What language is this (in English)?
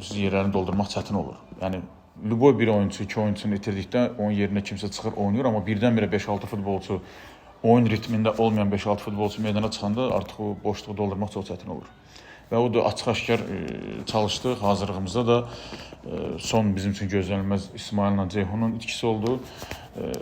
Azerbaijani